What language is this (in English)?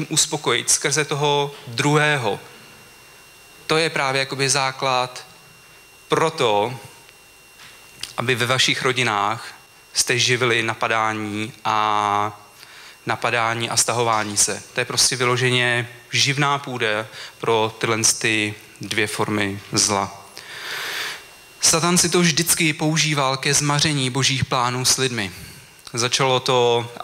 Czech